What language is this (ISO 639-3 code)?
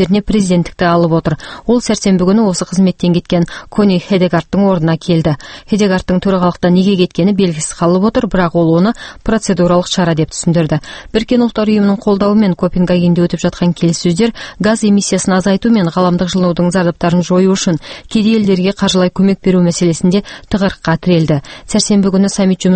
kaz